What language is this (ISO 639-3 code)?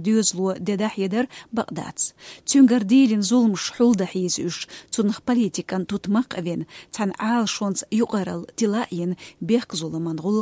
che